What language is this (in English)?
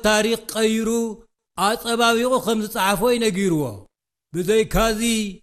Tigrinya